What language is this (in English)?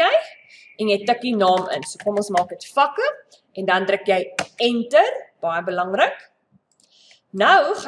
Afrikaans